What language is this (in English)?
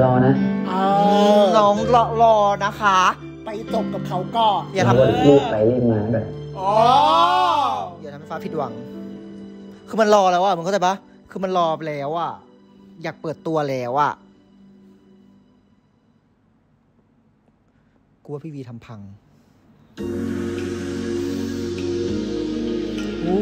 Thai